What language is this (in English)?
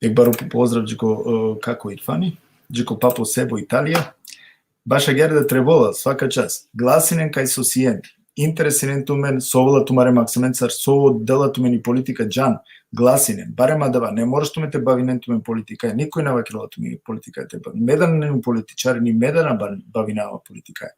Balkan Romani